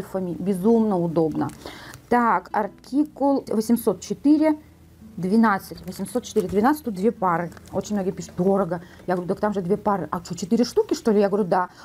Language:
Russian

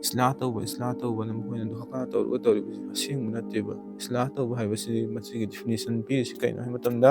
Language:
Manipuri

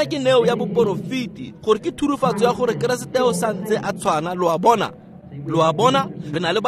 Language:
Tswana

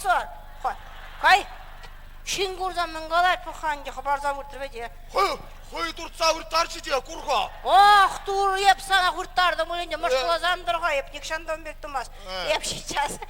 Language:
Chuvash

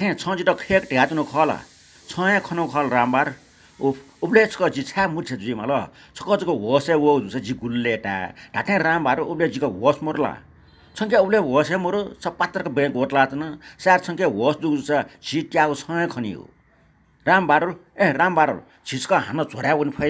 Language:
Newari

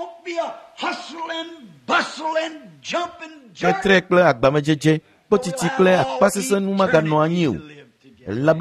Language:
Ewe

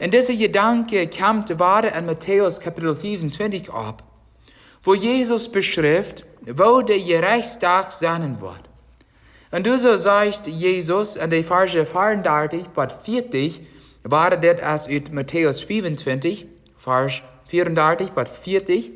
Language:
Plautdietsch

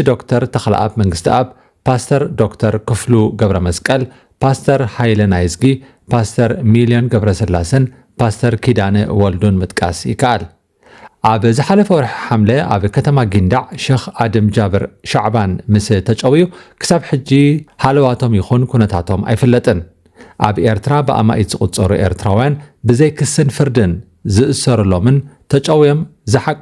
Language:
Tigrinya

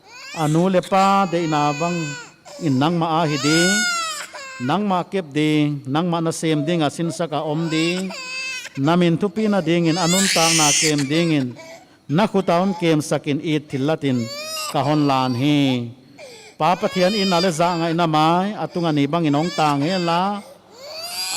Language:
Paite Chin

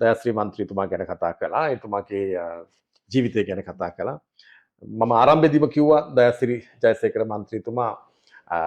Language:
Sinhala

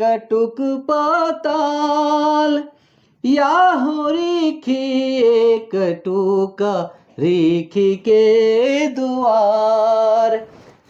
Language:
Sadri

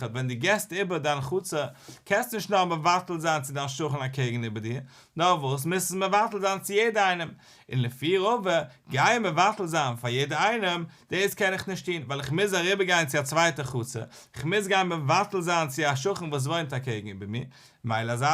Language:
Yiddish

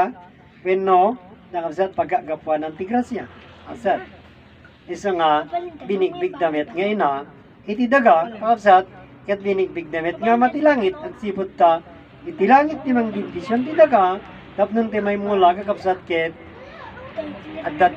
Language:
Iloko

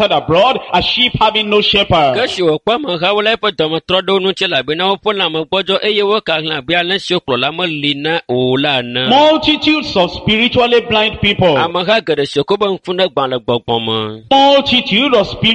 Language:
Ewe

